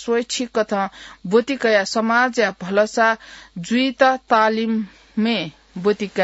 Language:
Newari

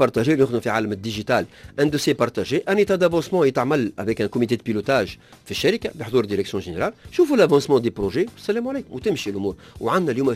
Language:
Tunisian Arabic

